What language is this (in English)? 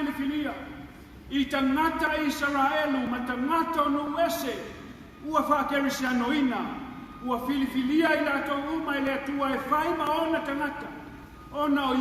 Samoan